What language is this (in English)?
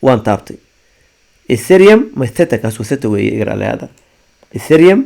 Somali